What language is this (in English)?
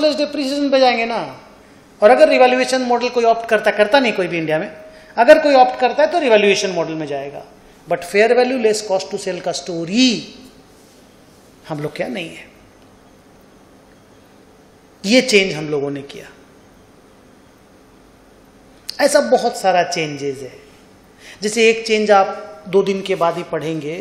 Hindi